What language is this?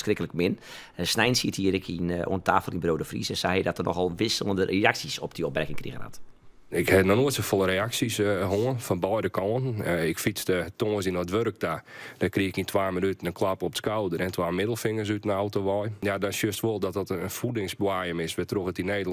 Western Frisian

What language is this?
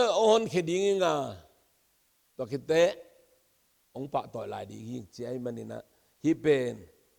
Tedim Chin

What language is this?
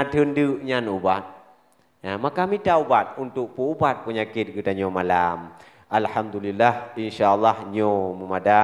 Achinese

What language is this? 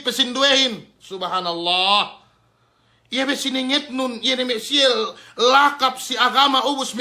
Yakan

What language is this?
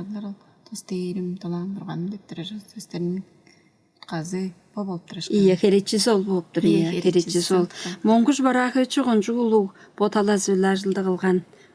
Tuvinian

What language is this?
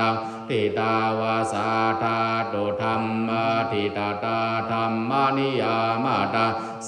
Pali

